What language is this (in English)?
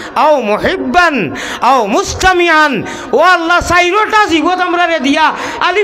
Sylheti